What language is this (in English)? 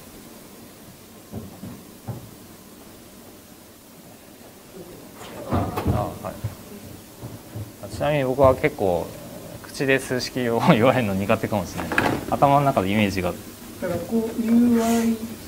Japanese